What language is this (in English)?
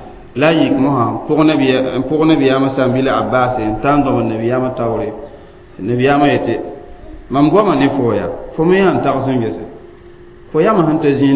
Mossi